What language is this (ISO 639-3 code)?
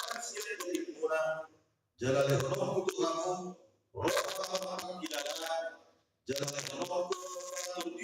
bbc